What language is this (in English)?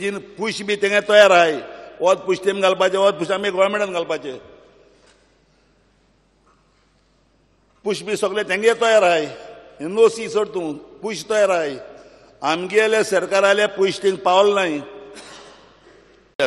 Konkani